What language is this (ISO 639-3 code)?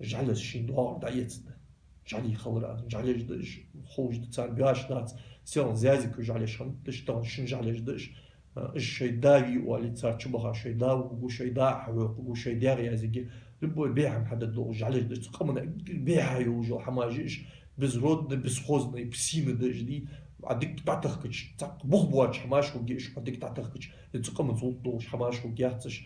inh